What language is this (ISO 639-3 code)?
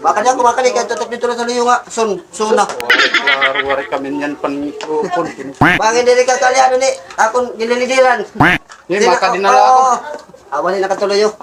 war